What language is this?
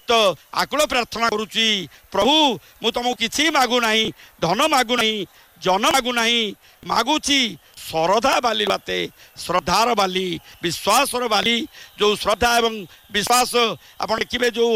Odia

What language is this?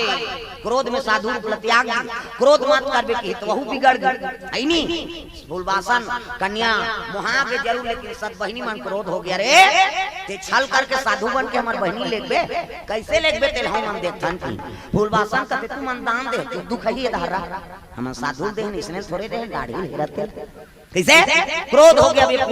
Chhattisgarhi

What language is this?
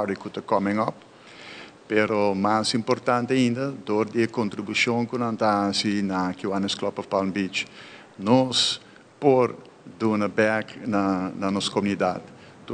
Papiamento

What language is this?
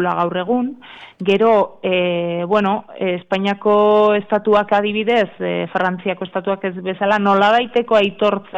Basque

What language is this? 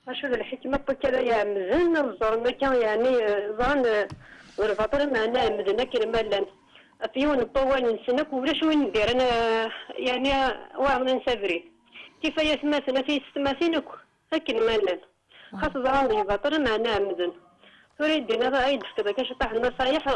Kabyle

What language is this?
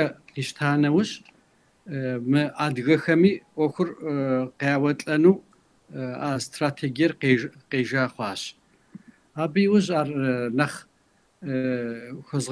Kabardian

